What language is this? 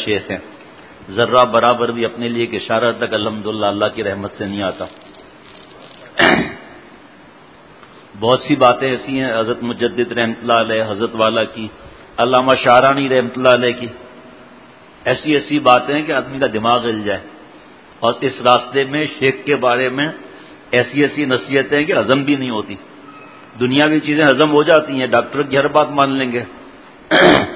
Urdu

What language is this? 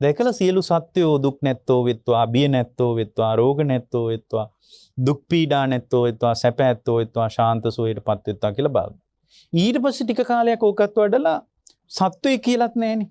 Sinhala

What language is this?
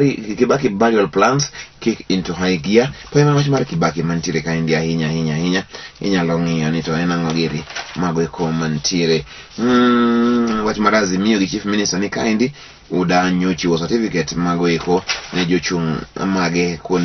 Luo (Kenya and Tanzania)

